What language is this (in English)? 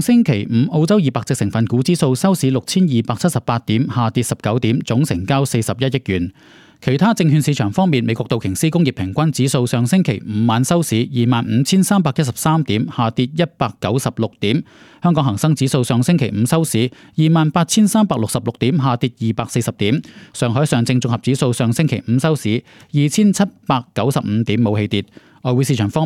Cantonese